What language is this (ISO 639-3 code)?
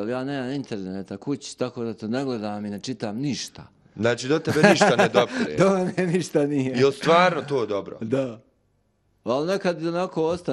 hrv